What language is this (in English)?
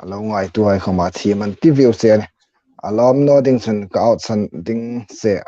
Hmar